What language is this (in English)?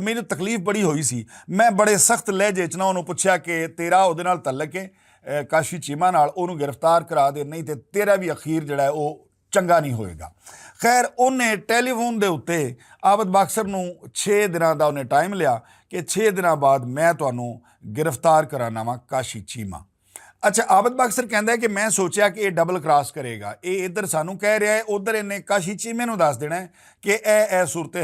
Western Panjabi